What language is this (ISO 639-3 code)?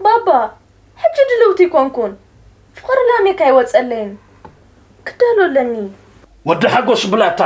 tir